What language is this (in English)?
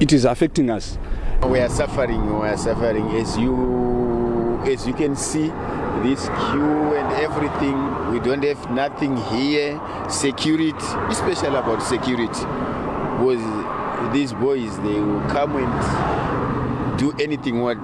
Tsonga